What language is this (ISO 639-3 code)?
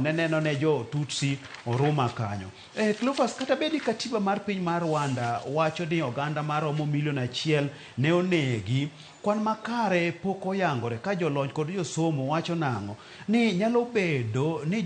luo